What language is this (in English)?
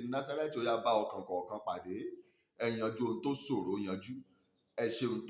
Yoruba